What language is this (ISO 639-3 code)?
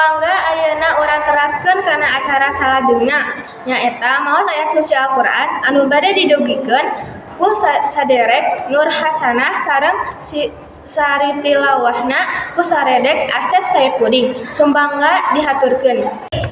sun